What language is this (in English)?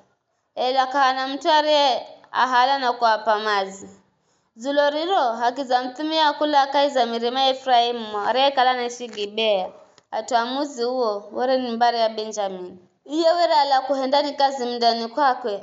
Giryama